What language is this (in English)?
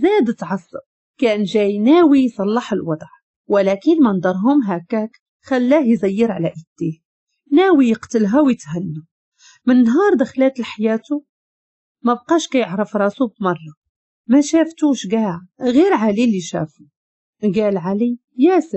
Moroccan Arabic